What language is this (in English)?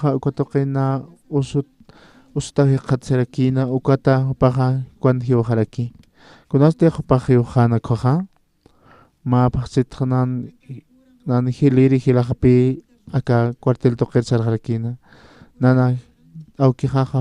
Aymara